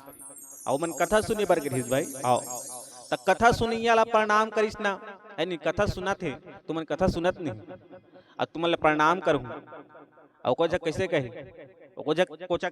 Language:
Chhattisgarhi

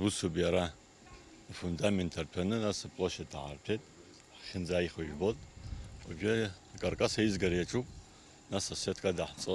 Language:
Abkhazian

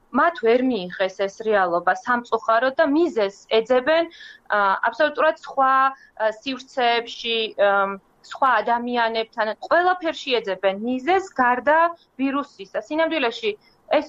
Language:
Georgian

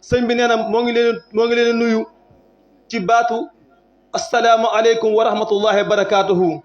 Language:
Wolof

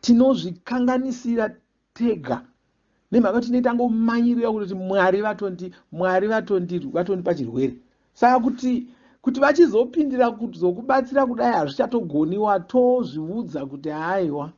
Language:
Shona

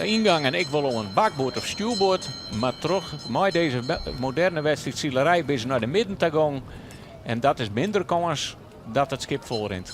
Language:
Western Frisian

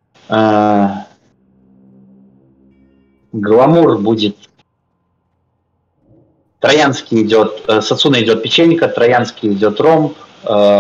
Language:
Russian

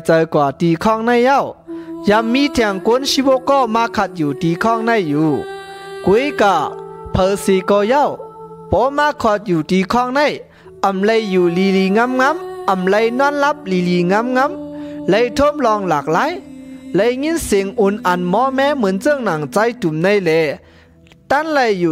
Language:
Shan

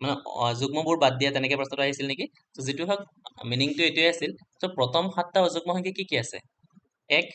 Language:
Assamese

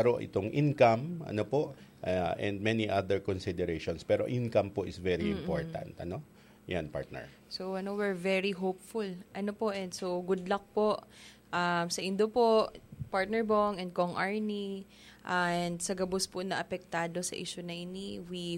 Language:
Bikol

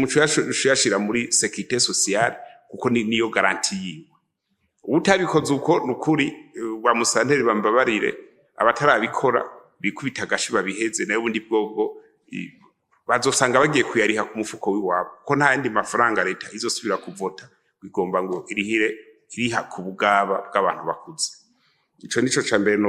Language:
Rundi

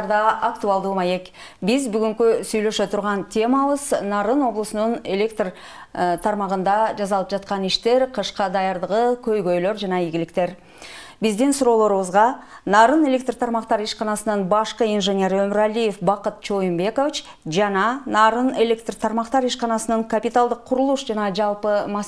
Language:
Kyrgyz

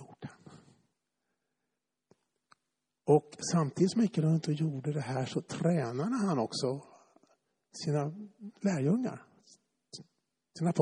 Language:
Swedish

